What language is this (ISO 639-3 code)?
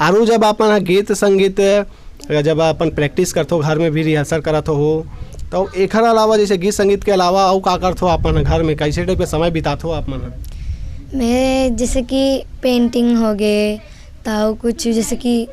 hne